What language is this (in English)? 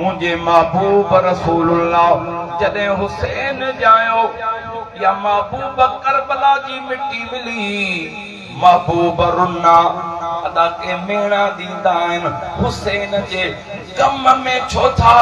Sindhi